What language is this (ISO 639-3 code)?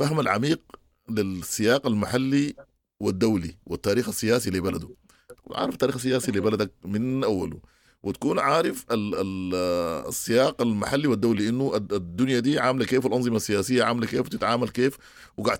apd